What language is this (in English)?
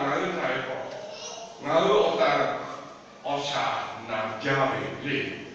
Lahu